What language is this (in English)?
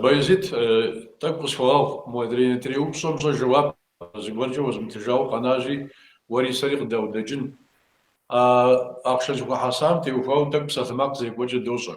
Kabardian